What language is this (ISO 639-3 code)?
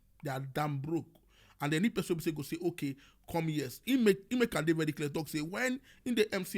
pcm